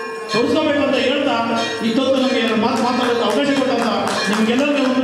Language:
Kannada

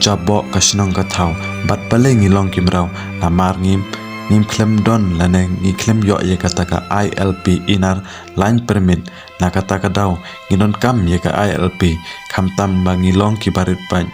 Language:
Khasi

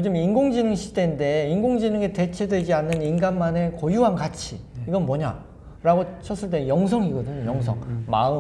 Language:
Korean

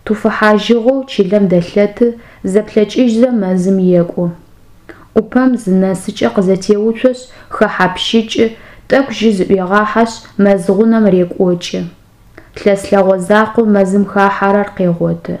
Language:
Adyghe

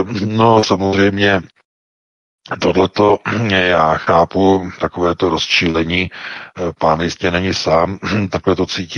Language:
Czech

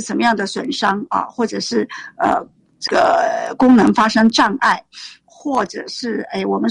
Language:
Chinese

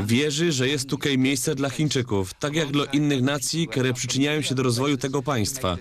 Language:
Silesian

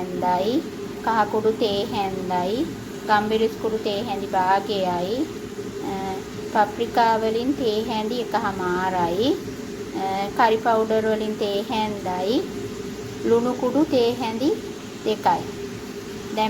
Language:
Sinhala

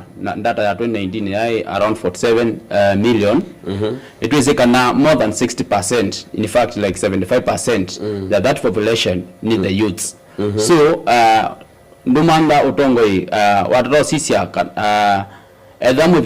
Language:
Kamba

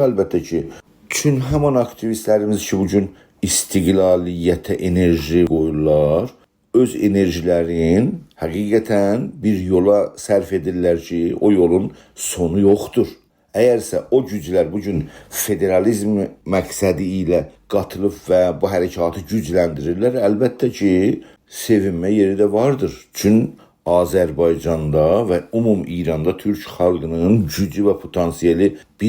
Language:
South Azerbaijani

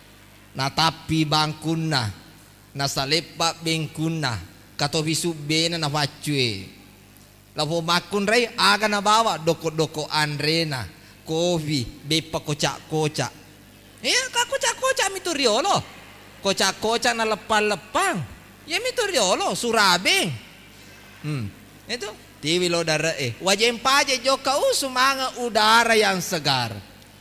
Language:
Buginese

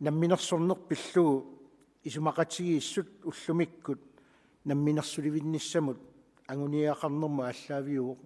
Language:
Kalaallisut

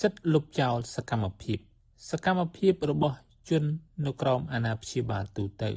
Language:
Khmer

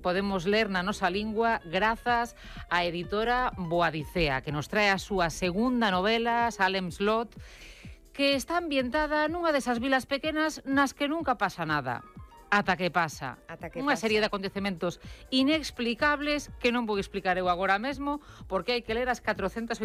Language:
Galician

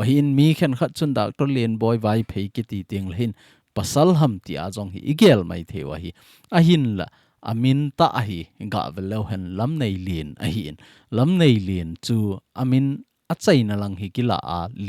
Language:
Thado Chin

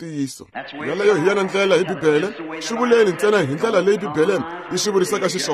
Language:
Tsonga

